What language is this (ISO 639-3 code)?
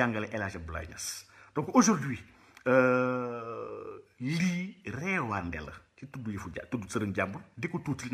wol